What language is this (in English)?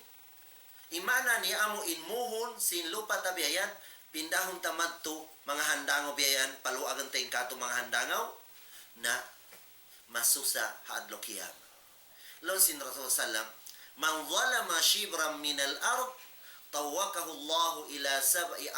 Tausug